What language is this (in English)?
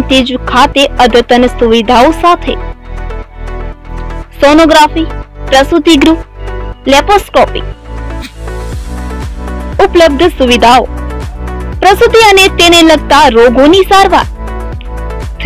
Gujarati